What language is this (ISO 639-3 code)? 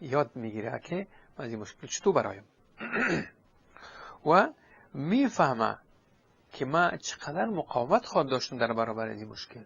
fas